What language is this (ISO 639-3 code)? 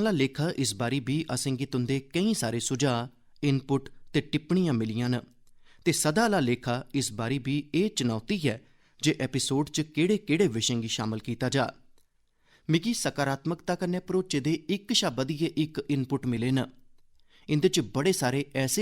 doi